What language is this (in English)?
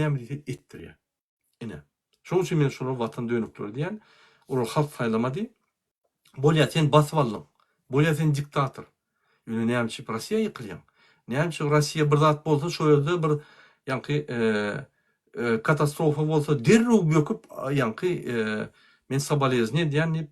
Turkmen